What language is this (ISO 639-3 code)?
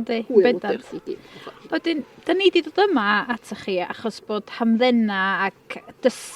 cym